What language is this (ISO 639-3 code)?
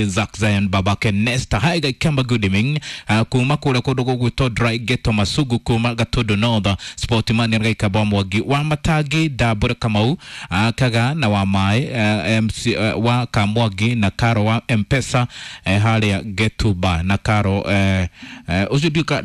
kik